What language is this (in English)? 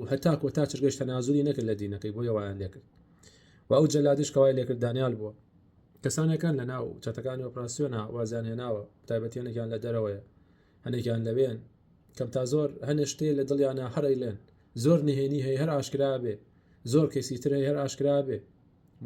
Central Kurdish